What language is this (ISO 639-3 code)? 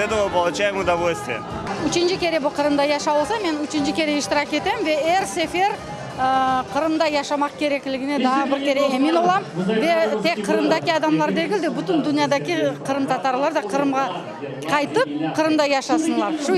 crh